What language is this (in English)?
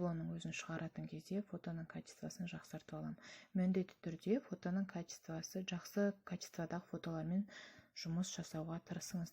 Kazakh